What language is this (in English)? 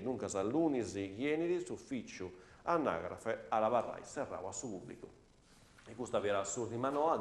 Sardinian